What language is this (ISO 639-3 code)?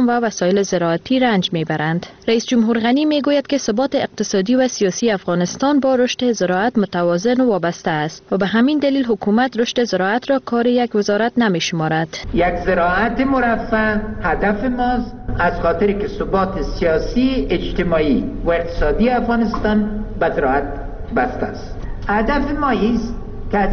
fas